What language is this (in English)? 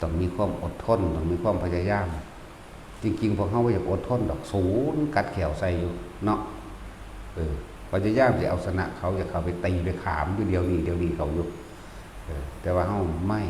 Northeastern Thai